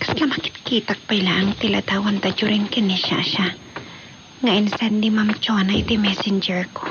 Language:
Iloko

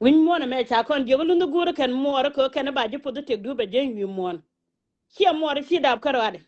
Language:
Nuer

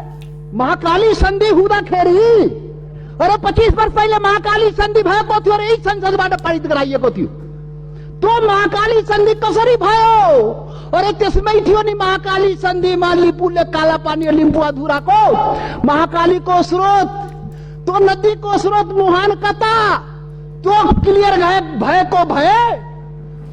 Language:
Nepali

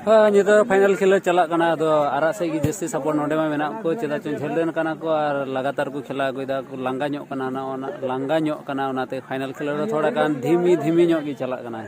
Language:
Santali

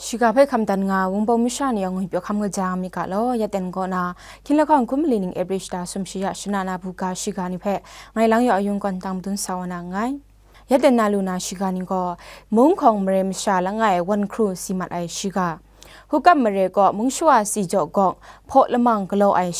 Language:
Kachin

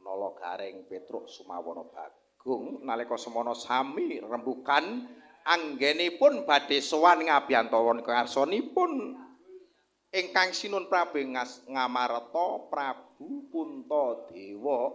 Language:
Javanese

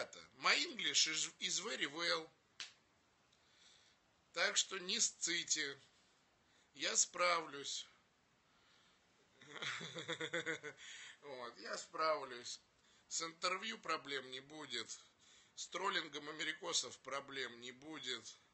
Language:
Russian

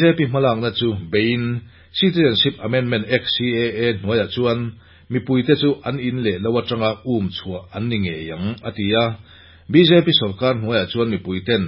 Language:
Mizo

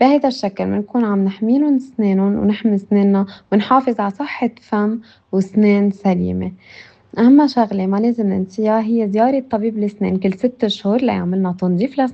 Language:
North Levantine Arabic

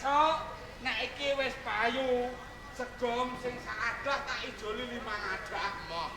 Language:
Javanese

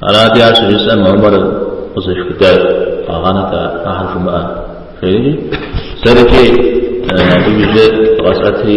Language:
Kabardian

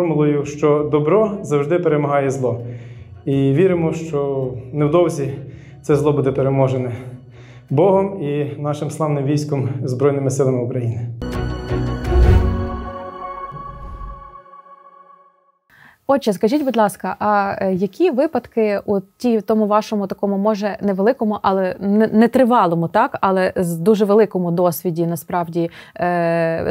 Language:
Ukrainian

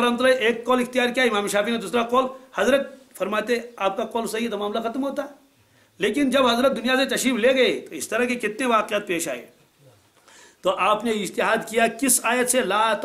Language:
Urdu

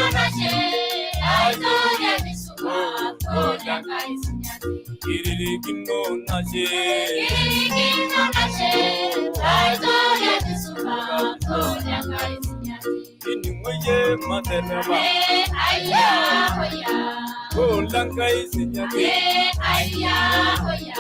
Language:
Masai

